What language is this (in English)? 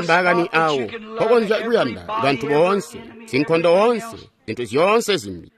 Tonga (Zambia)